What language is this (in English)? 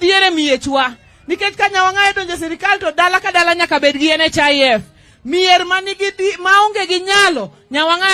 Luo (Kenya and Tanzania)